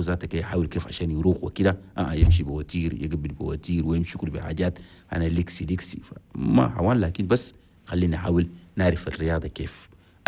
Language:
Chadian Arabic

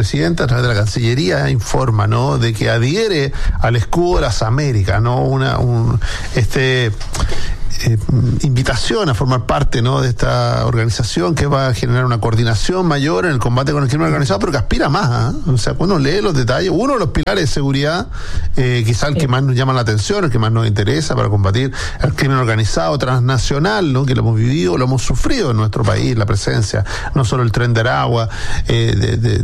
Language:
Spanish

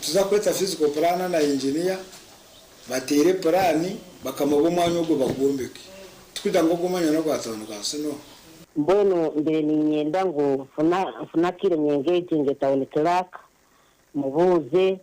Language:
Nyankole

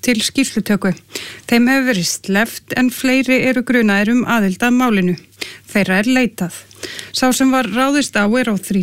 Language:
Icelandic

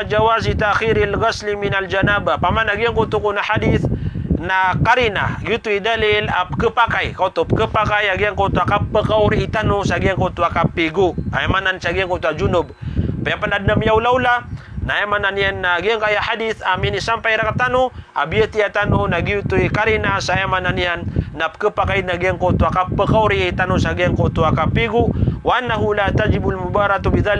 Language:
Maranao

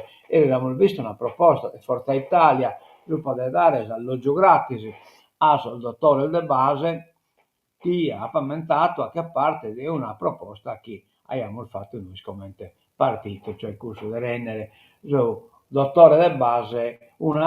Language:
Sardinian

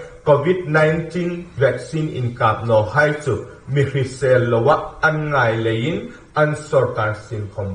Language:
Hmar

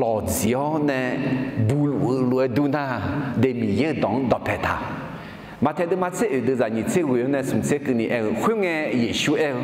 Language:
Akha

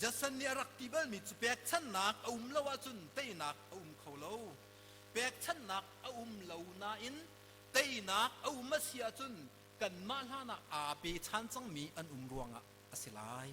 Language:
Hakha Chin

